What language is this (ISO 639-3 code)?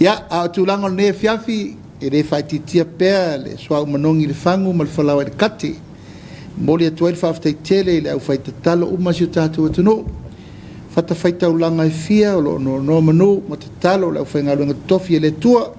smo